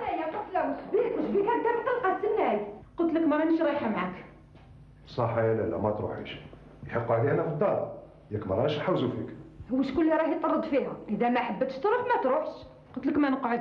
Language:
Algerian Arabic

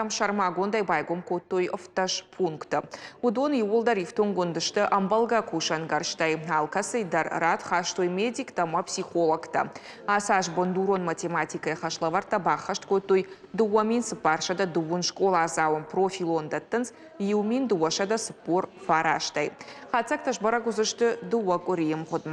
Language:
Ossetic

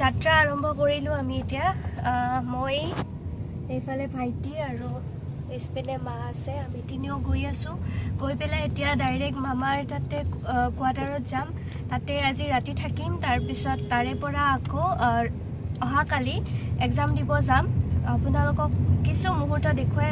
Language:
Assamese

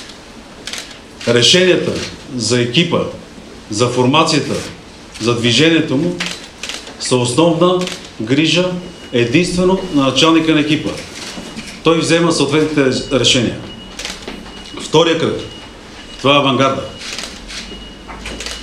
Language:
Bulgarian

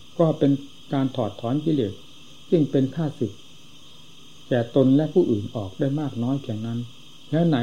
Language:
Thai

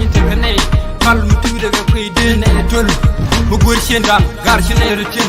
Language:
Nuer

